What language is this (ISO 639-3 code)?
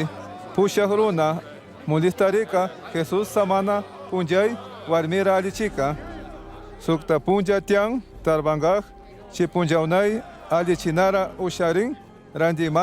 qug